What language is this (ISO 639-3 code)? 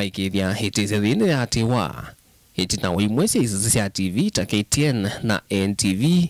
kam